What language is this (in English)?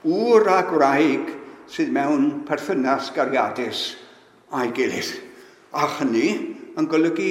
Welsh